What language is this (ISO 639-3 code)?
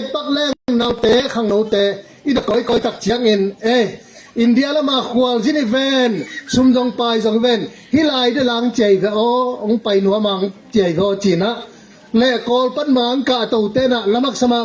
ctd